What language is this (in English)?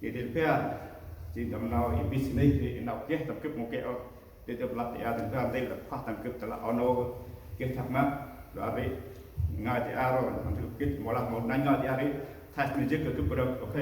Central Mnong